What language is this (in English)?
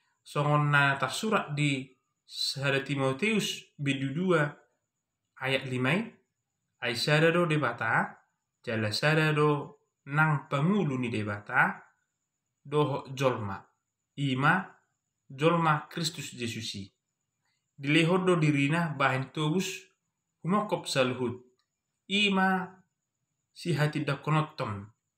Batak Toba